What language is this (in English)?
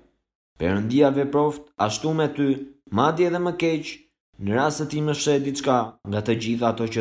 Albanian